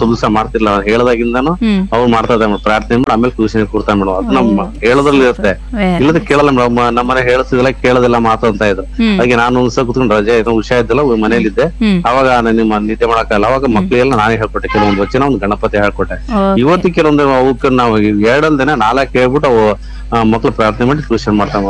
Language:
Kannada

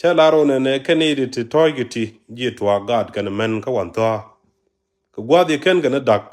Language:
Nuer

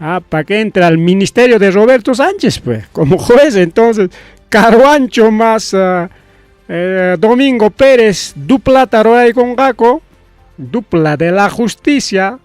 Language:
Ayacucho Quechua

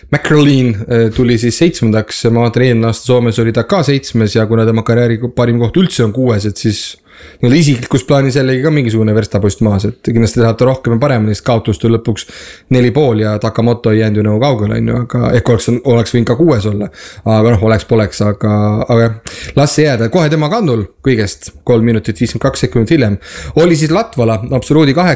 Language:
Estonian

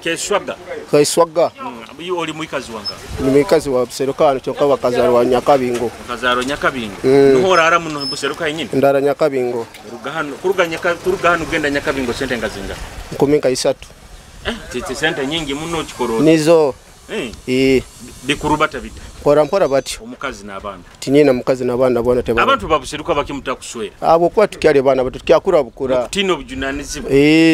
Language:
Nyoro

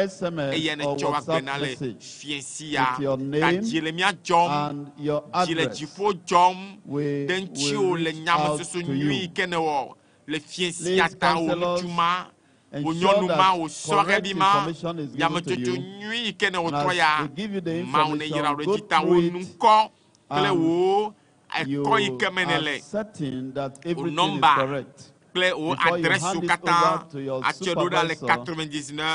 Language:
Ewe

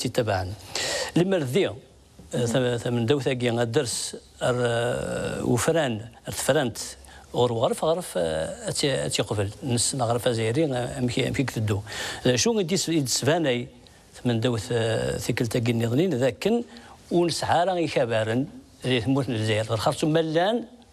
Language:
Kabyle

